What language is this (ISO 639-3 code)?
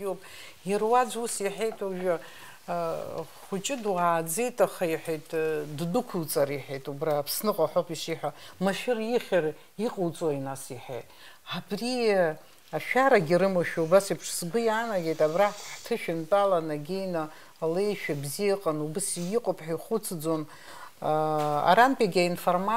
abk